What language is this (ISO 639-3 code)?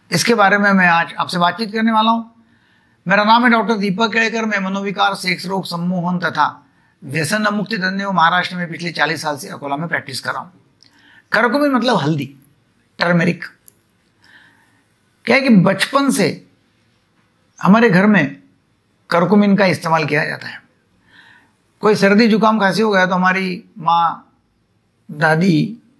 hin